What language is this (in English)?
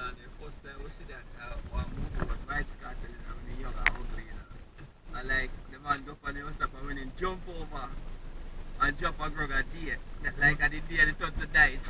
Jamaican Creole English